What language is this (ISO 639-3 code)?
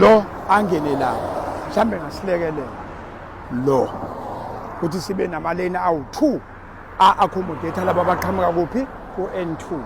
zul